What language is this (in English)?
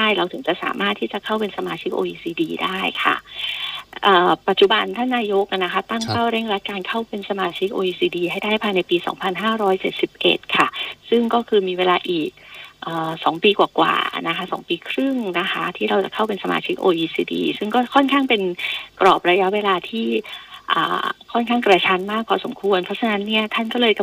Thai